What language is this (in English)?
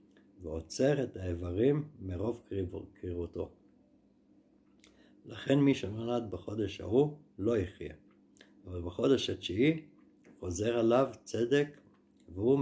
Hebrew